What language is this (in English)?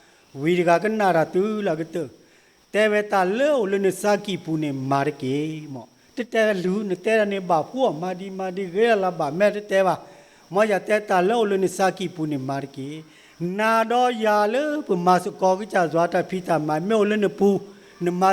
S'gaw Karen